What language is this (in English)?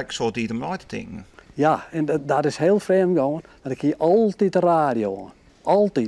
Western Frisian